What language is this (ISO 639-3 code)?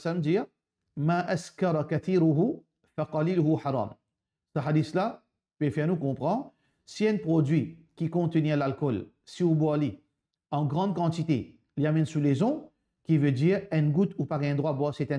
mfe